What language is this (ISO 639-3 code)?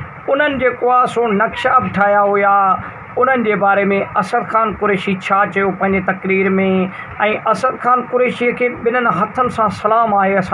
snd